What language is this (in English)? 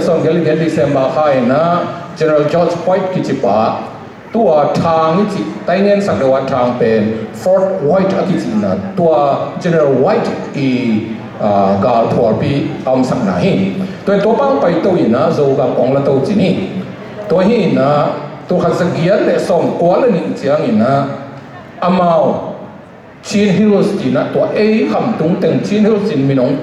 Tedim Chin